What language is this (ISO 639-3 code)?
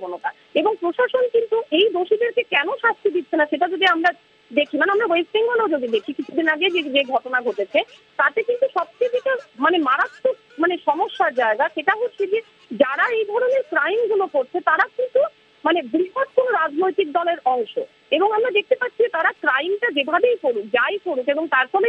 ben